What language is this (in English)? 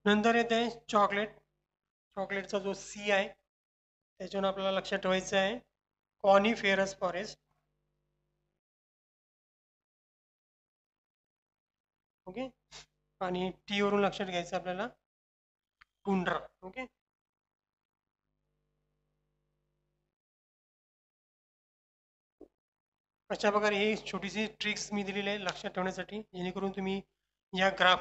Marathi